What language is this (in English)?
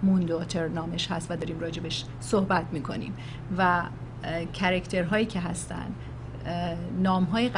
Persian